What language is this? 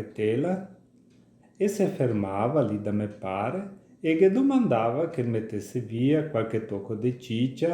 Venetian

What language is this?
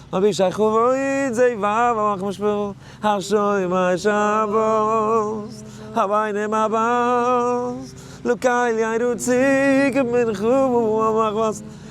Yiddish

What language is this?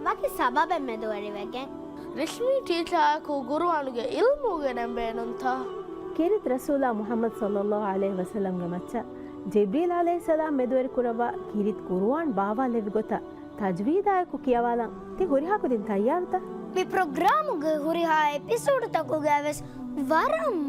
Divehi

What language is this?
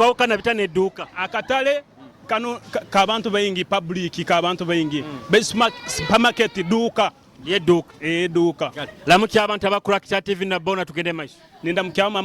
Nyoro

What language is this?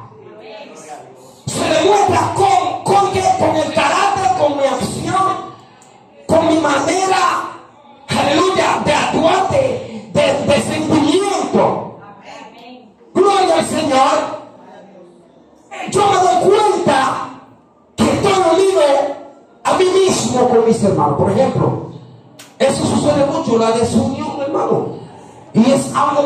Spanish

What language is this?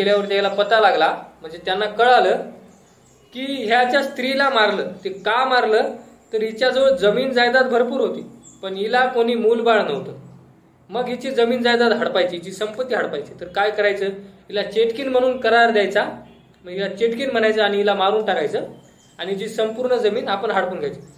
Marathi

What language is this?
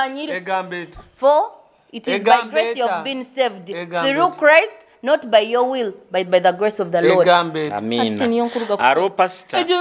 Nyoro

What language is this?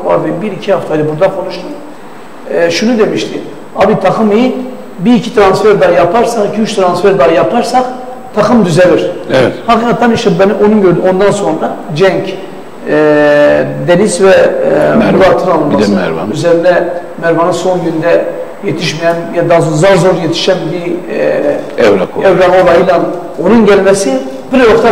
Turkish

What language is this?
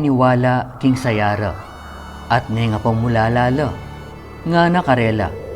Pampanga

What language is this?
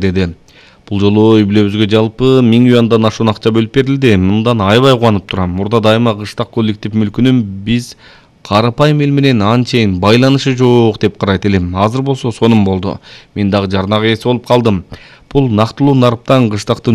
Kyrgyz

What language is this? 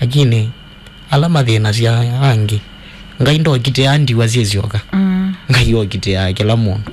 Kamba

